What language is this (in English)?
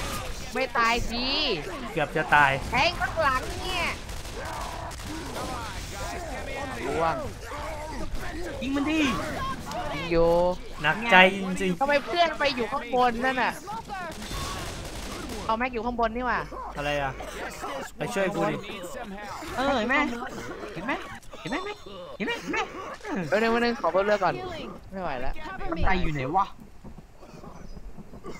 Thai